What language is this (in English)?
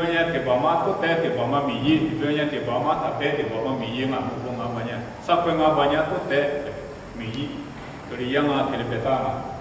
Lisu